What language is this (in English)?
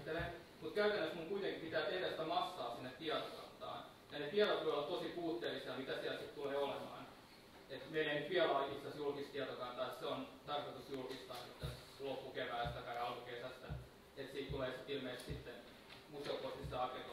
Finnish